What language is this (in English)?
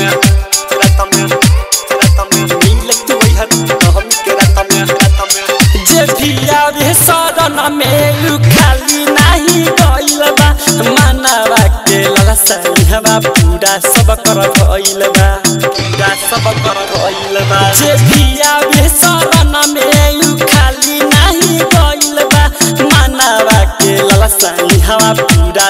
Bhojpuri